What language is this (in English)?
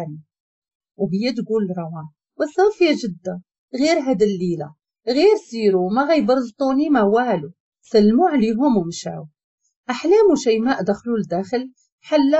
Moroccan Arabic